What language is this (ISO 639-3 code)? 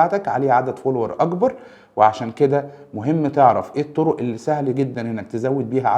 arz